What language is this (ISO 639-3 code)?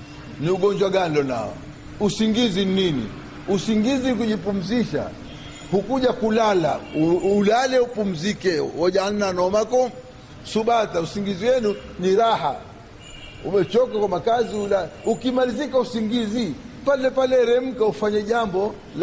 swa